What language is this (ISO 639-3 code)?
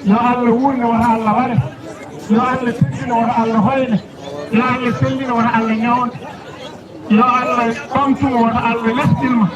ful